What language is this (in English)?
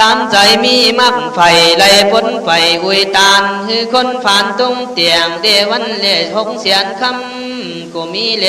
Khün